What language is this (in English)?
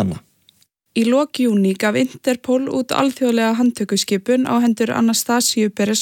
Icelandic